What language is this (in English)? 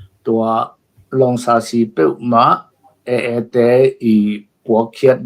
Tedim Chin